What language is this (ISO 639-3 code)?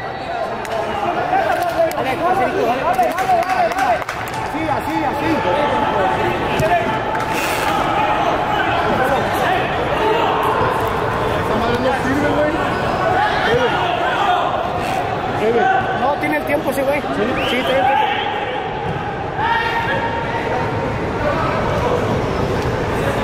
spa